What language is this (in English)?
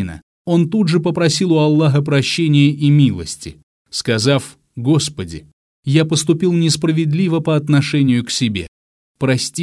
Russian